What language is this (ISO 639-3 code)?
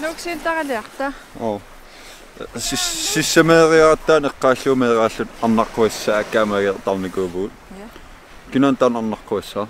kal